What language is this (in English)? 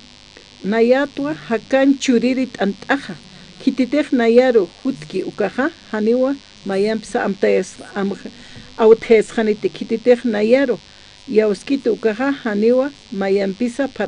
Aymara